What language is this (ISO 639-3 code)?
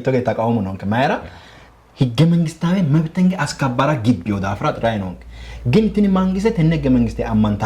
sid